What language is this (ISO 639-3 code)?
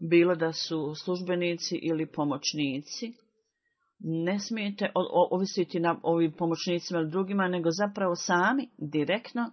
bos